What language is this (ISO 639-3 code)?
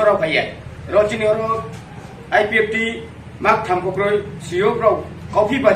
ria